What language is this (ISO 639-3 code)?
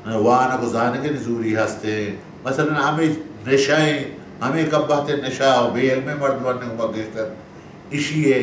bal